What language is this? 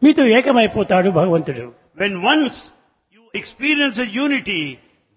Telugu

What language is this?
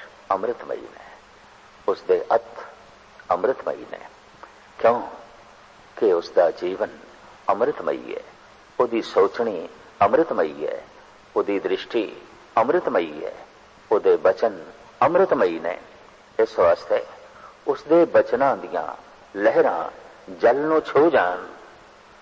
Punjabi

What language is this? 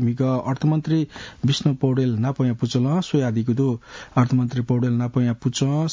Newari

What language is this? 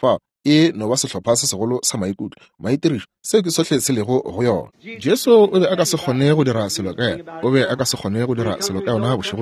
Northern Sotho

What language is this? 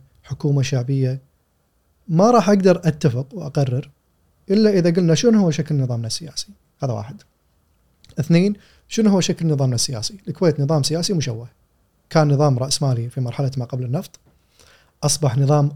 Gulf Arabic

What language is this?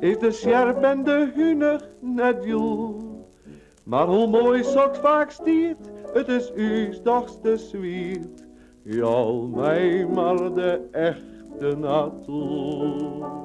Western Frisian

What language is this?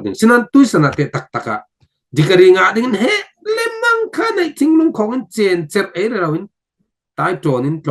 Falam Chin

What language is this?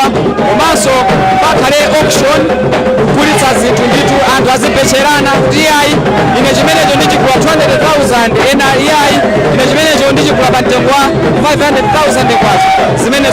Nyanja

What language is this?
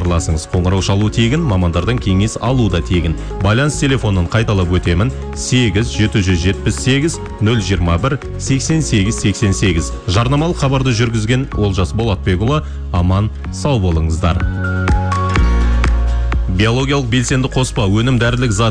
Kazakh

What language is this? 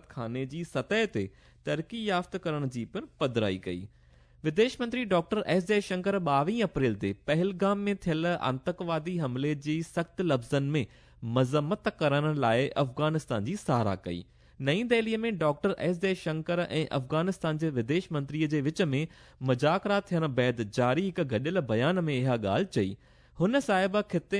Sindhi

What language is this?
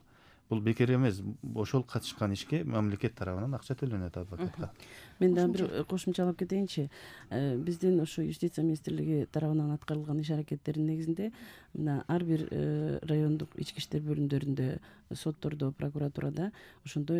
Kyrgyz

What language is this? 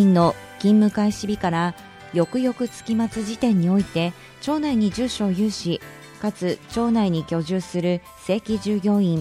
Japanese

